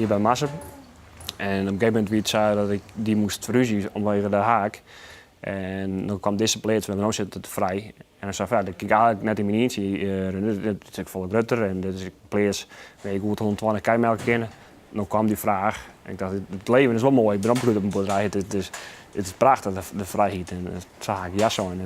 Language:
Western Frisian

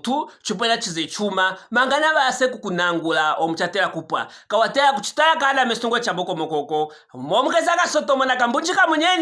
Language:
Luvale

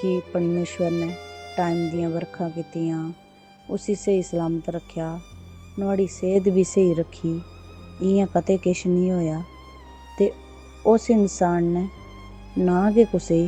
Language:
Dogri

